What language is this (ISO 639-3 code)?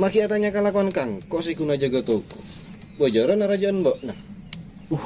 mad